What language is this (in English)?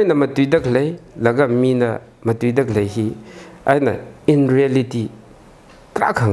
Tangkhul Naga (India)